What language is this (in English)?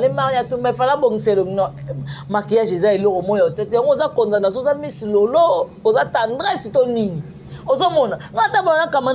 Lingala